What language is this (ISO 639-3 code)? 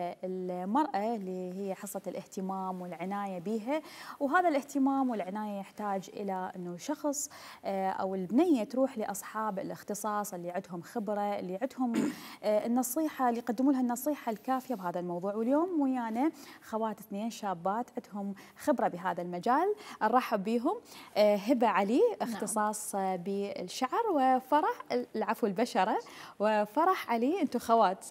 acm